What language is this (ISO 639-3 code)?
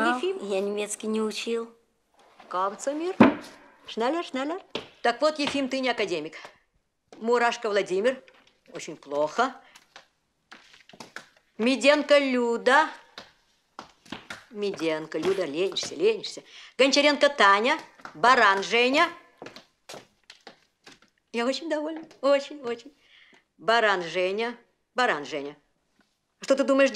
rus